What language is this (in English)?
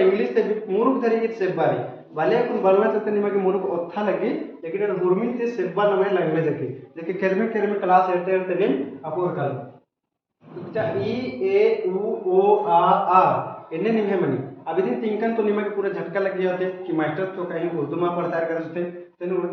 Kurukh